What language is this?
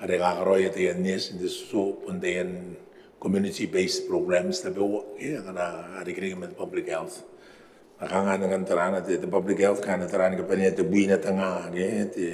Gilbertese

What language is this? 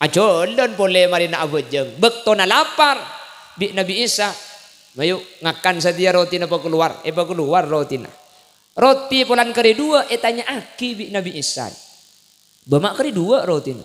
Madurese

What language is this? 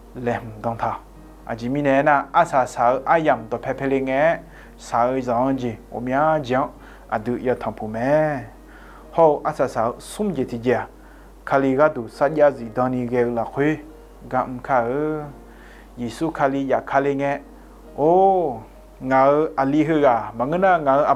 Akha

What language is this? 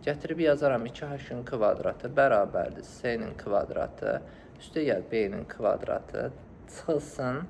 Azerbaijani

